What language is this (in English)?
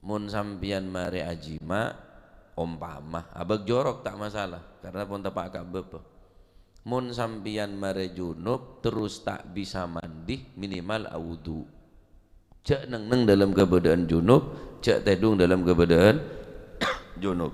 Madurese